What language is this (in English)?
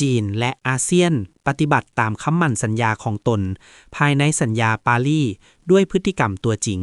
Lao